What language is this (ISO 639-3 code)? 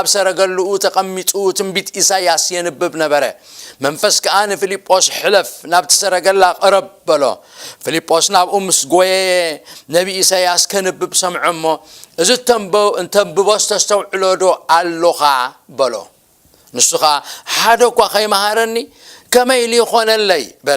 tir